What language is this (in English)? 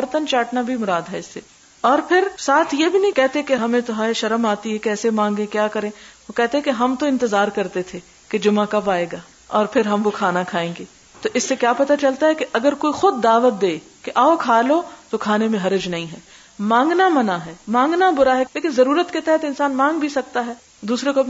Urdu